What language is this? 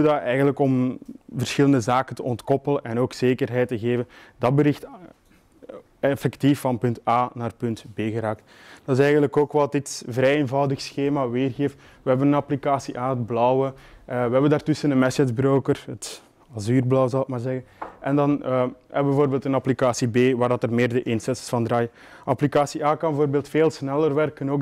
Dutch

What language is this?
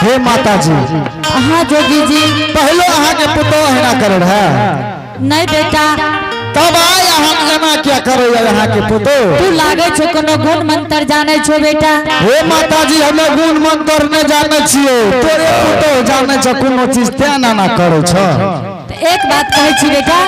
Angika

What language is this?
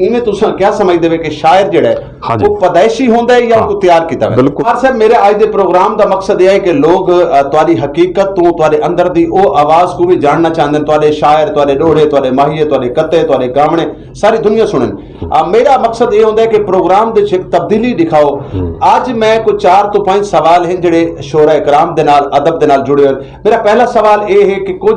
Saraiki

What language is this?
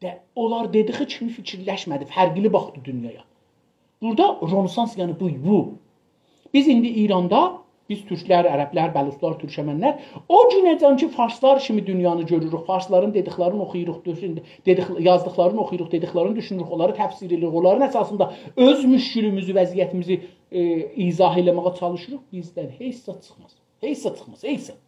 South Azerbaijani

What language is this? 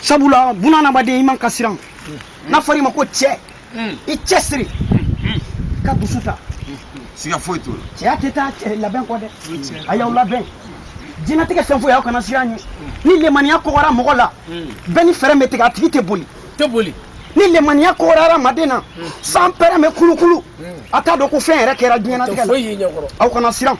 Bambara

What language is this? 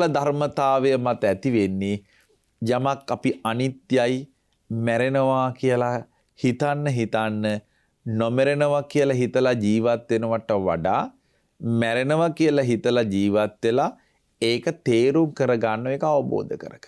Sinhala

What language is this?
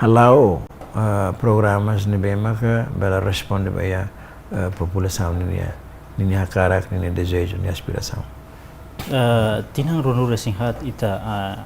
Tetum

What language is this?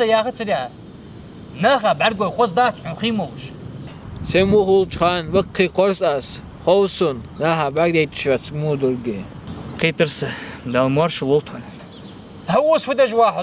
Ingush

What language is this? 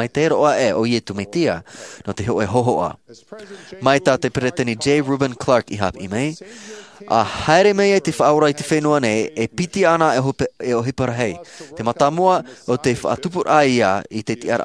Tahitian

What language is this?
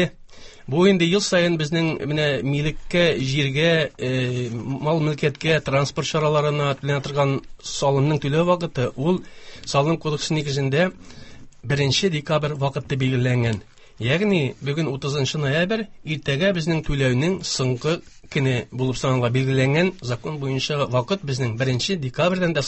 Tatar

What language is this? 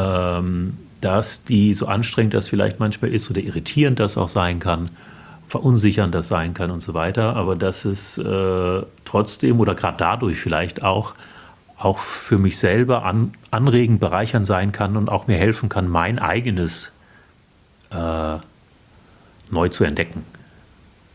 German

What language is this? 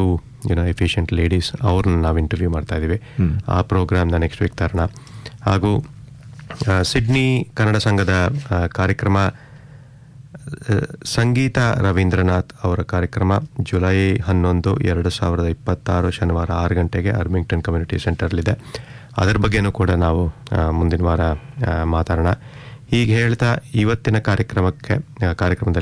Kannada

